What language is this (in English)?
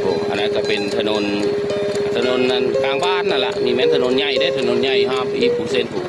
Northeastern Thai